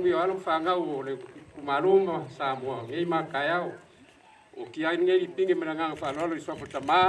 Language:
Samoan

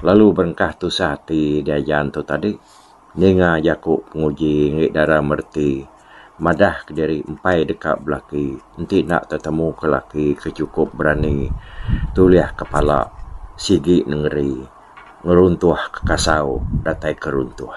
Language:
Iban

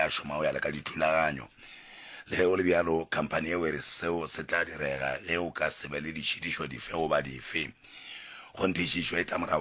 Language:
Northern Sotho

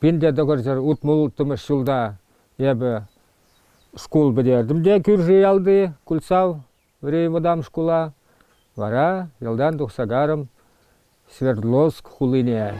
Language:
Chuvash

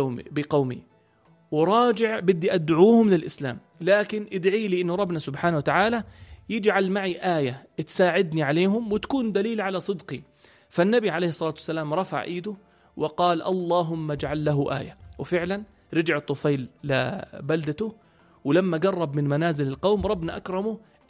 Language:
North Levantine Arabic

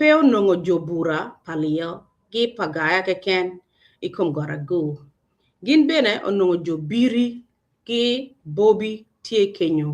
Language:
Acoli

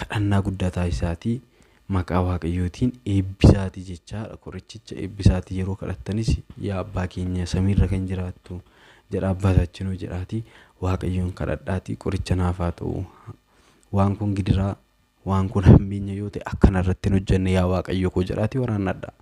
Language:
Oromo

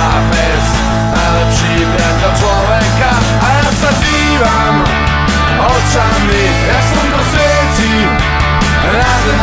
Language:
Slovak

